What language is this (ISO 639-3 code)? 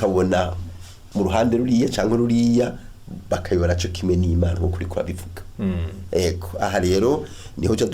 run